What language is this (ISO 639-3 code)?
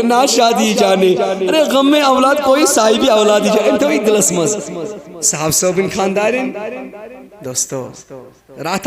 kas